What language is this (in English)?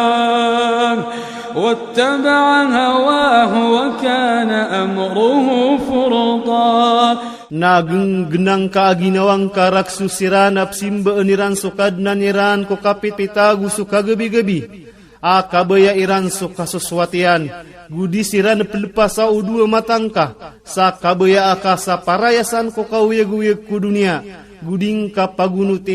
Iranun (Philippines)